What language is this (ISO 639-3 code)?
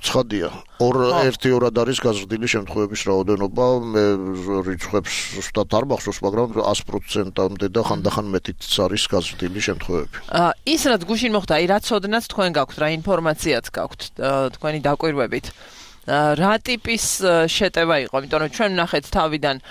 kat